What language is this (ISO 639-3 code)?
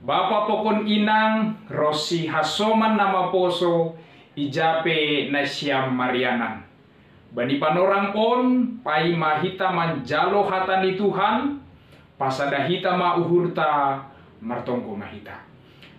bts